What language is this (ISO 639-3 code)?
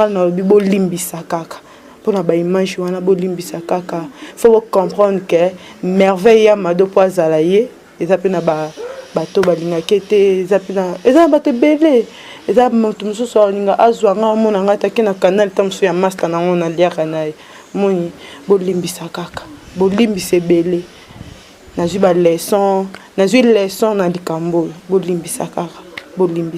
lin